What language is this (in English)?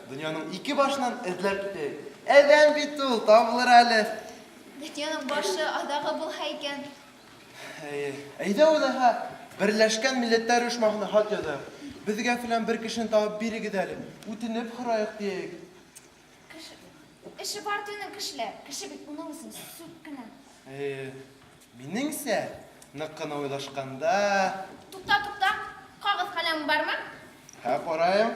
Bashkir